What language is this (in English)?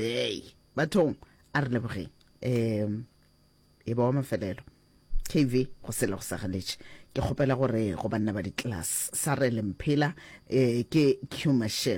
Northern Sotho